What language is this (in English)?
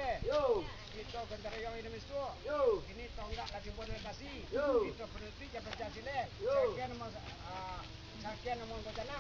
Minangkabau